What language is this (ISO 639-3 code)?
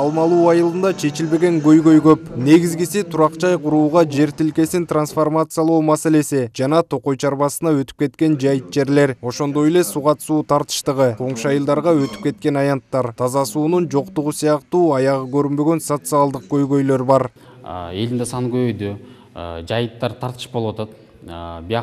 kir